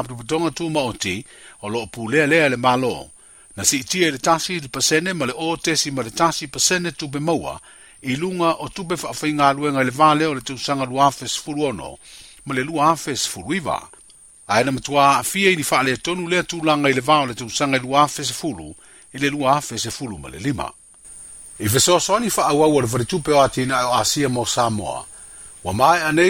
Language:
Samoan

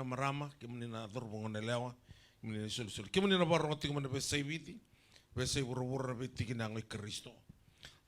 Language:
Fijian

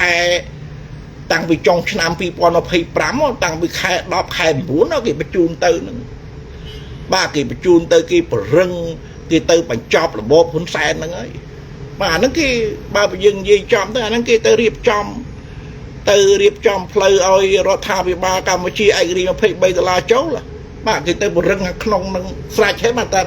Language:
Khmer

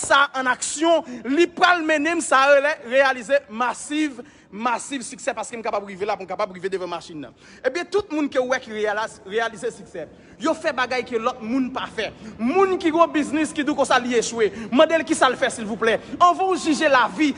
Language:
Haitian Creole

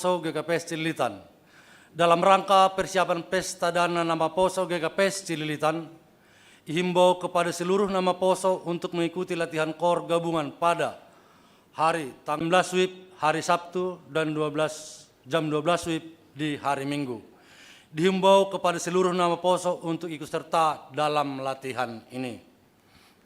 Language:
Batak Simalungun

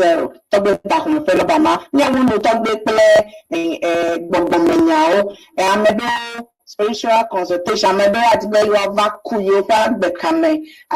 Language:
Ewe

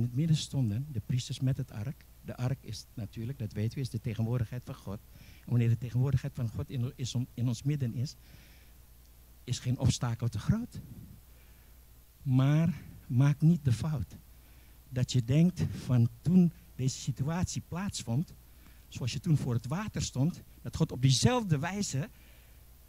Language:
Dutch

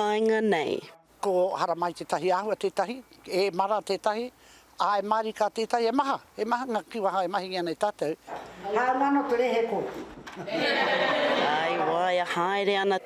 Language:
Māori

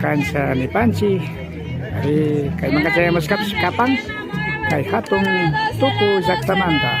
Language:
Imbabura Highland Quichua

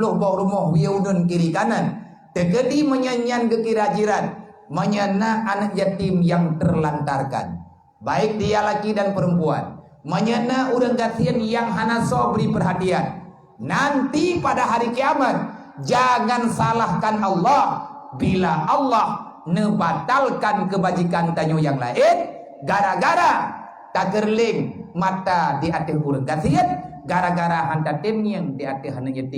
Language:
Achinese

